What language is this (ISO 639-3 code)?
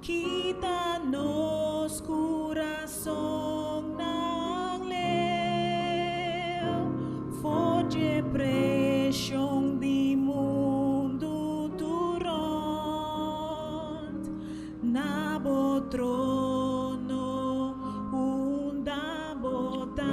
pap